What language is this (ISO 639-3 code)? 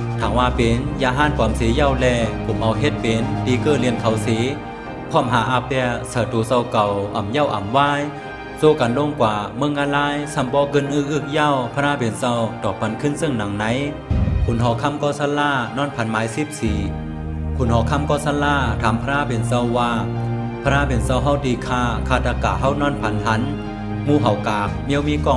shn